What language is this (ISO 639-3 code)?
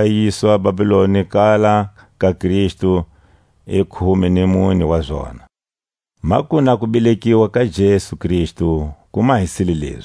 tsc